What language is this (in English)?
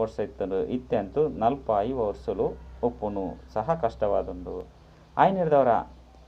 Tulu